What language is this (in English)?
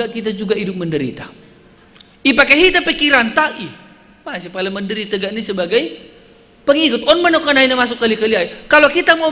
Batak Simalungun